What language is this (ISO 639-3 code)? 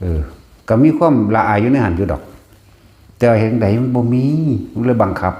lao